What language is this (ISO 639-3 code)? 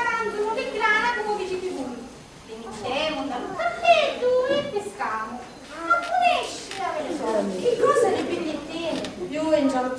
scn